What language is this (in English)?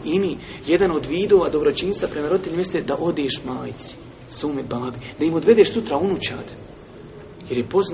Bosnian